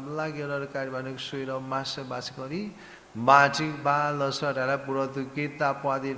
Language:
S'gaw Karen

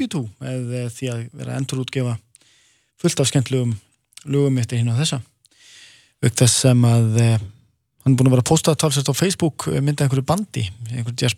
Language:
Icelandic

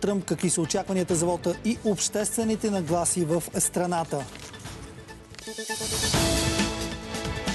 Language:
Bulgarian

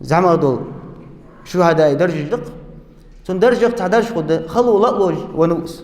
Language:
Ingush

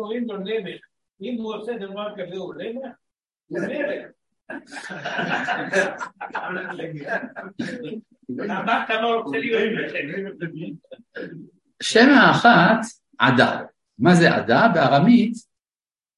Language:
Hebrew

